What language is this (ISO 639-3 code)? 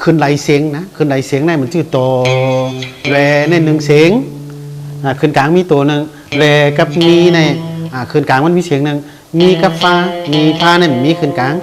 shn